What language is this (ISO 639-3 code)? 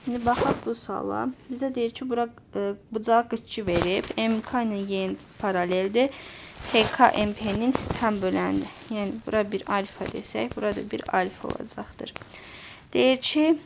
aze